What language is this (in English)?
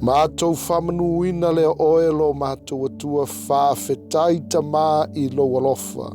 Samoan